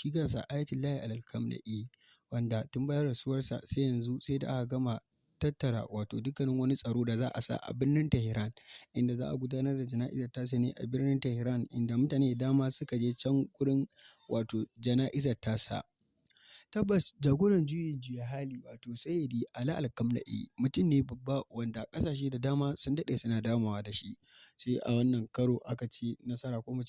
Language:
Hausa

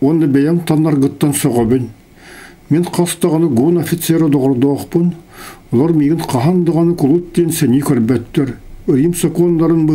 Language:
Yakut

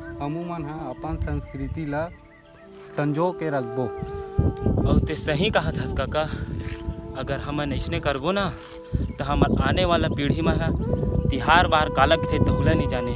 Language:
Chhattisgarhi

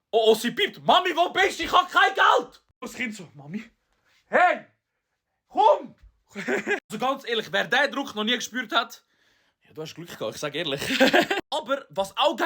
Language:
Swiss German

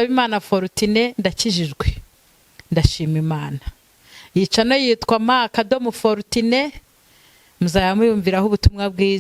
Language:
Kinyarwanda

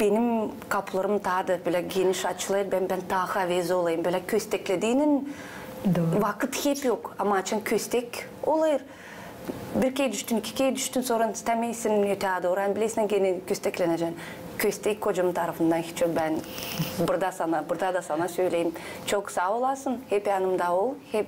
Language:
Gagauz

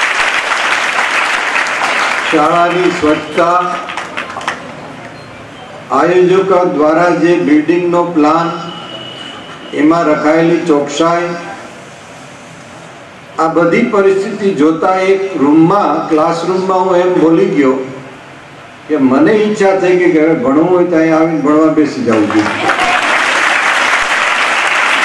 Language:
Gujarati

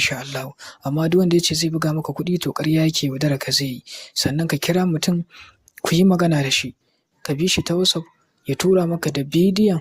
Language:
Hausa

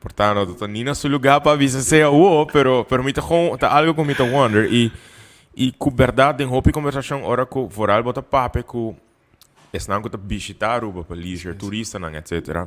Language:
Papiamento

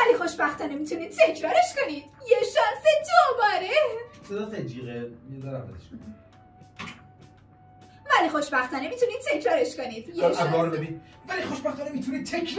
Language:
Persian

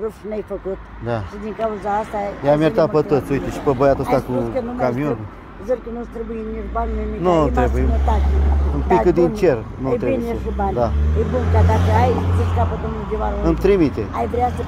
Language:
Romanian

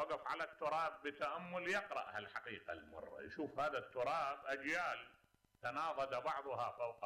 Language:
Mesopotamian Arabic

